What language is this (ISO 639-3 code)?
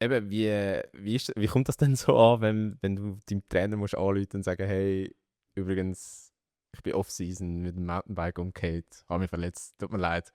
gsw